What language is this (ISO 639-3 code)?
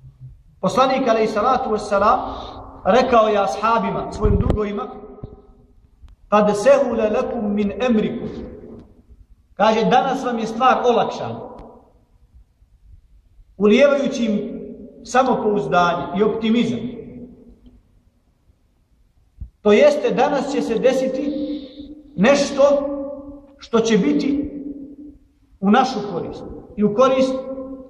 bos